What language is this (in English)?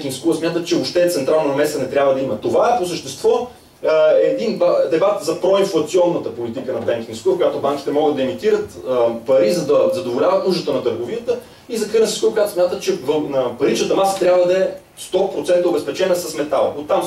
Bulgarian